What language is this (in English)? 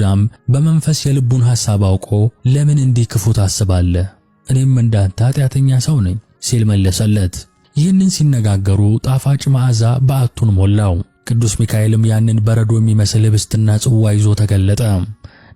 Amharic